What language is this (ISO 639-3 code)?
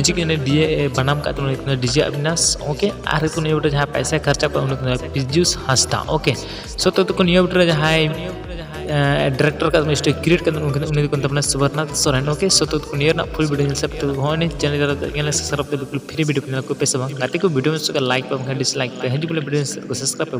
sat